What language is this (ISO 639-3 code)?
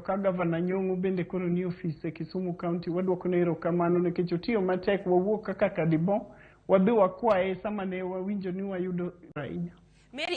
luo